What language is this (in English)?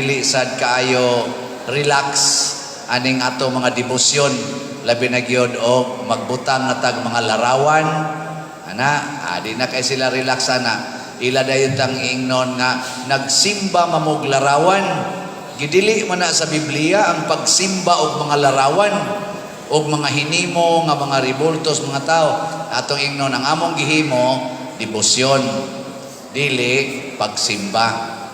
Cebuano